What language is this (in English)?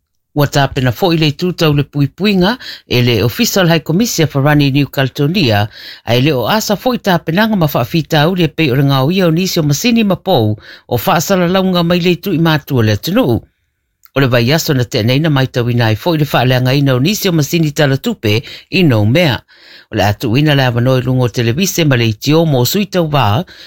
Samoan